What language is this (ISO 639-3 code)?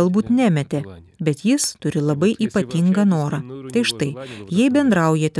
lit